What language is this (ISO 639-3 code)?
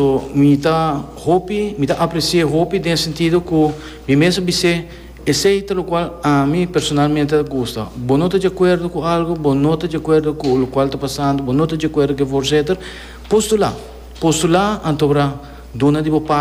pap